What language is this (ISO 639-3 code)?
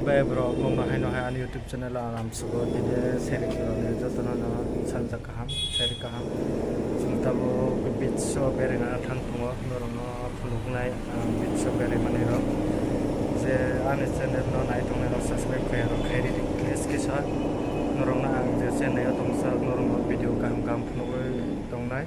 trp